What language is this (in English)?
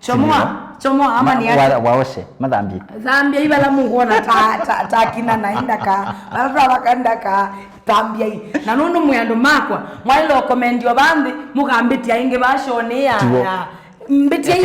Kamba